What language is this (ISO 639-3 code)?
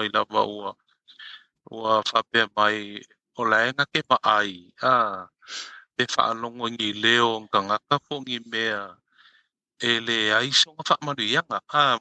smo